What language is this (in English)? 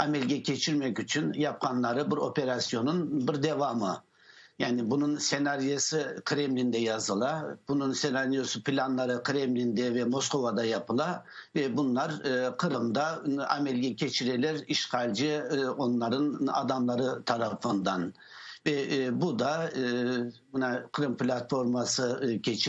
Crimean Tatar